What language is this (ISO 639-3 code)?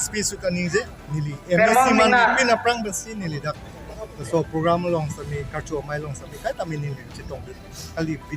mjw